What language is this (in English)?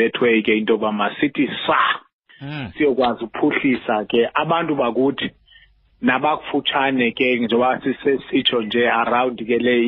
Xhosa